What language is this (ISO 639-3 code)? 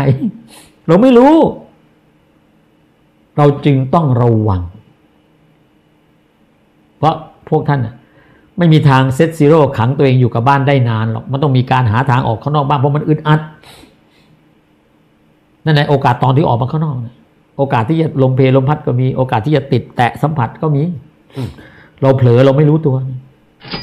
tha